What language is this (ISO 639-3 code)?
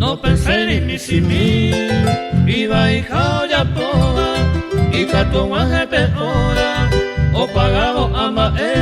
grn